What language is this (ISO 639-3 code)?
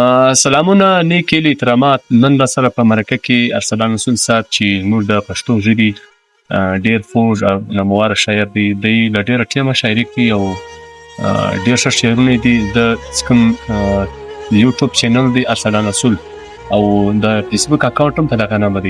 pus